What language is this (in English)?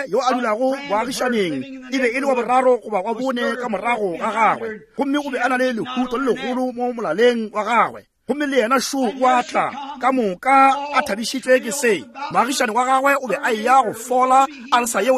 Northern Sotho